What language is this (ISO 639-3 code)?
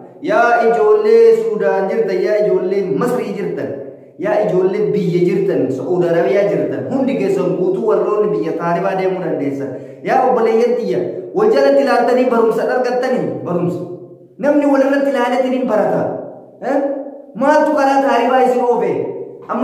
orm